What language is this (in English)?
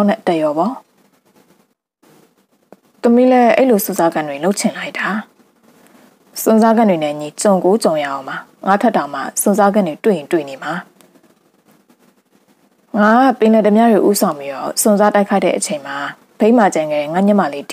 Burmese